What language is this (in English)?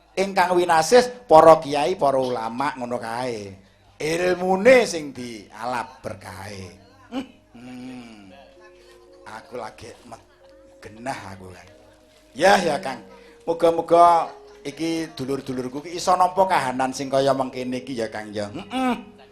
Javanese